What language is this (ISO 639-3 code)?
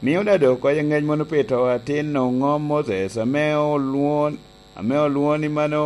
laj